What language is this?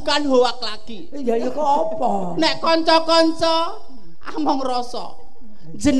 Javanese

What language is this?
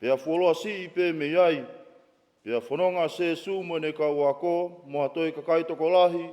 Tongan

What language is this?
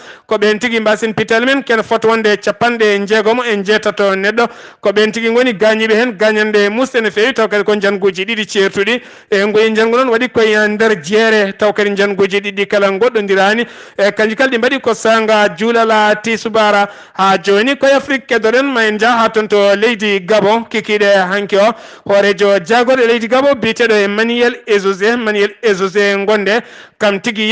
Fula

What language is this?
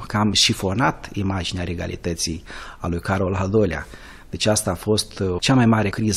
Romanian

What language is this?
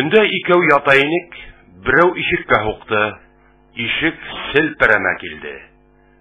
Bashkir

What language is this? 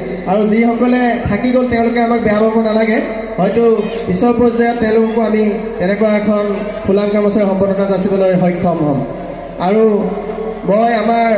Assamese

